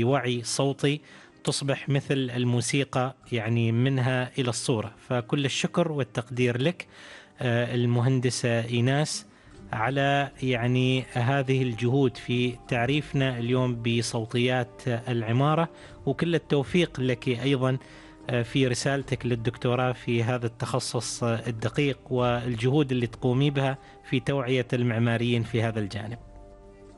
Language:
Arabic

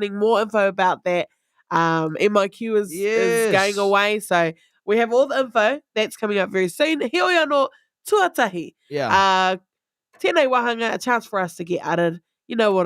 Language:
Māori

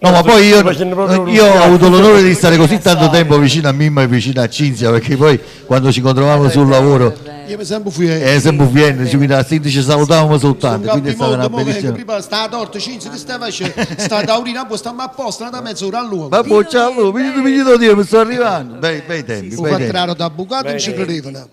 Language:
Neapolitan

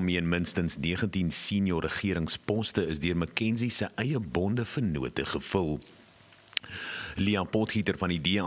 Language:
Afrikaans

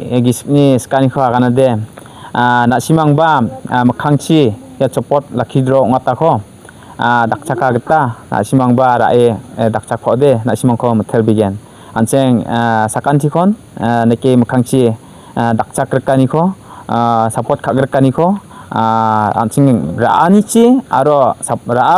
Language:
Garo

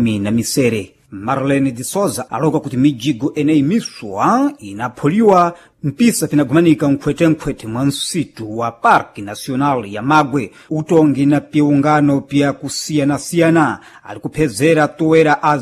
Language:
Sena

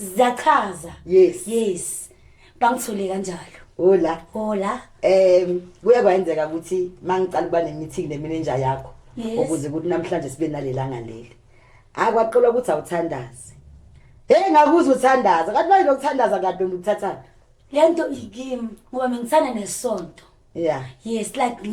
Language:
Zulu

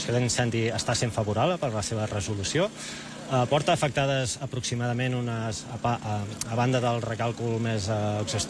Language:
Catalan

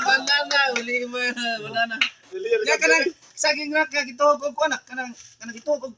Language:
Cebuano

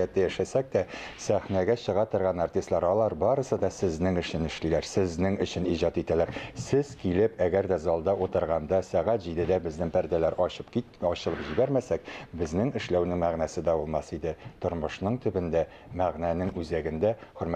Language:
Tatar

